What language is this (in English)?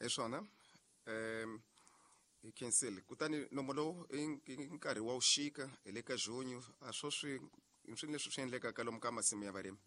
Tsonga